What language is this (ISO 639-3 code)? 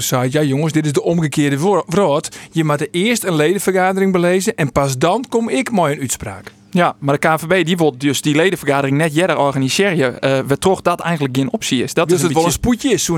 fry